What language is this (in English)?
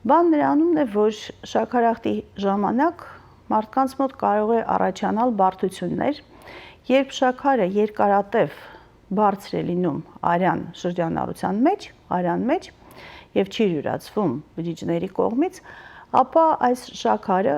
Western Armenian